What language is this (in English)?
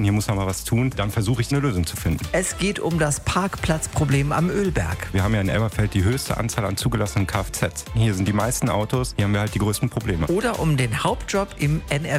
German